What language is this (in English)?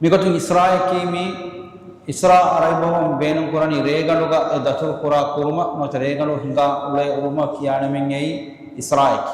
Divehi